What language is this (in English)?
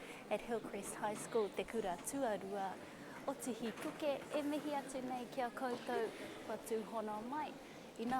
Māori